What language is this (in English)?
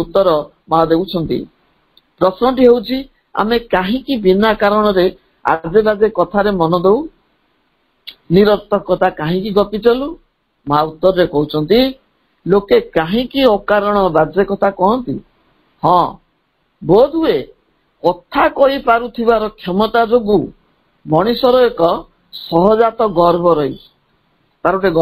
Odia